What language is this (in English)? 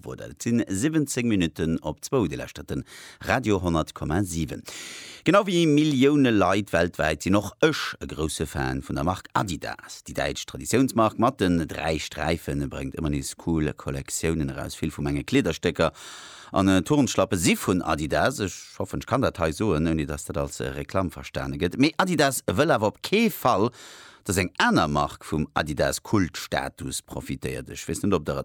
Luxembourgish